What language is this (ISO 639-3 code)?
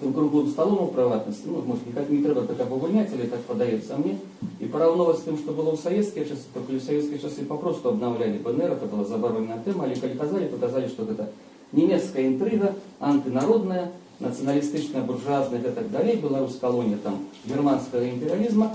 bel